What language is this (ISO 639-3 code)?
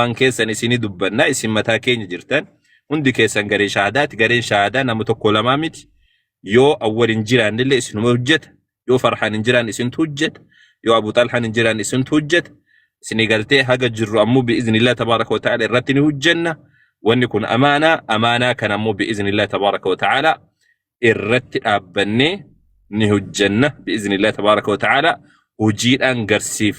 orm